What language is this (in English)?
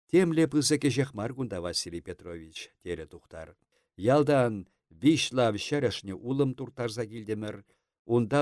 Chuvash